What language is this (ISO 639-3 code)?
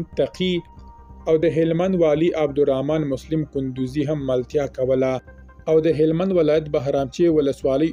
pus